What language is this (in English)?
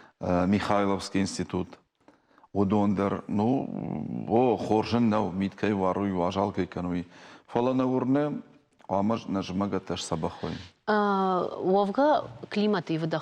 Ossetic